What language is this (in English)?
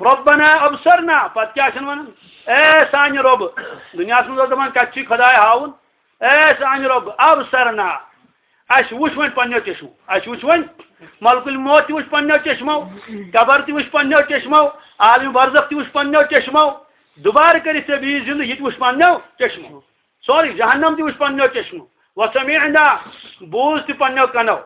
Kashmiri